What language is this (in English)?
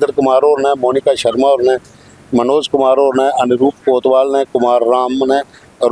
Dogri